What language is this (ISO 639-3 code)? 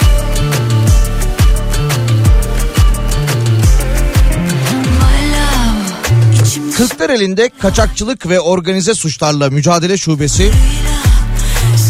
tur